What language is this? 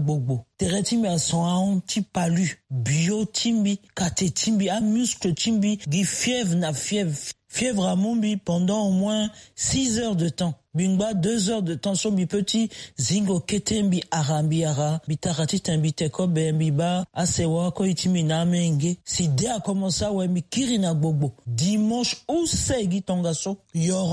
Sango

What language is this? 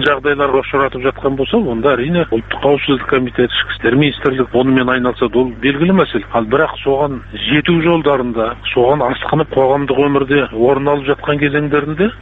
Kazakh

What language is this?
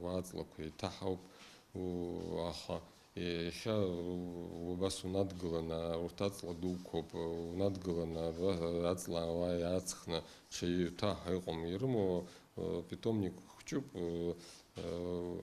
Abkhazian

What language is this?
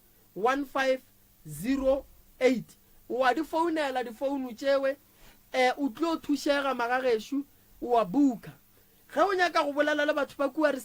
Northern Sotho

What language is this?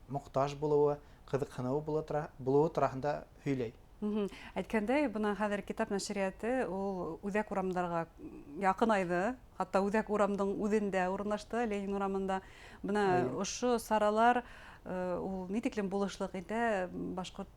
Bashkir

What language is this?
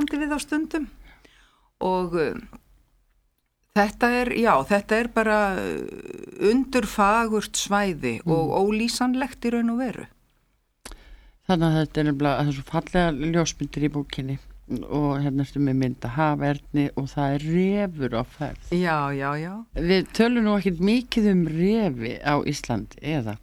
Icelandic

